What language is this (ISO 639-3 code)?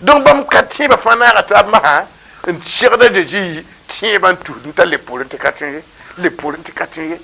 mos